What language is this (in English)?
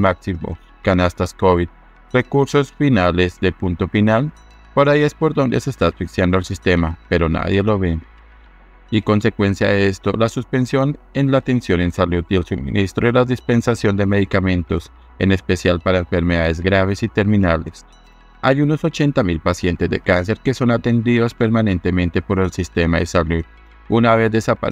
Spanish